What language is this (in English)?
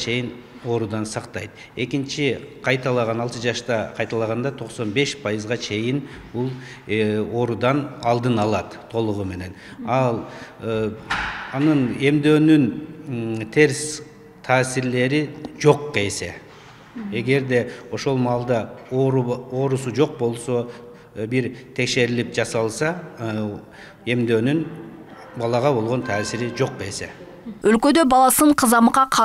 Kyrgyz